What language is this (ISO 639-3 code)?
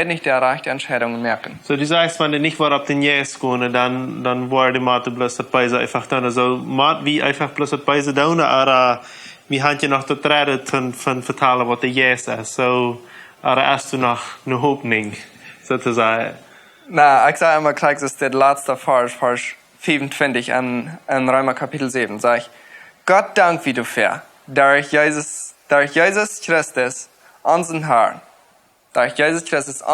pdt